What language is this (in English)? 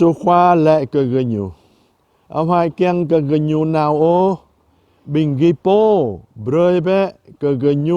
Jarai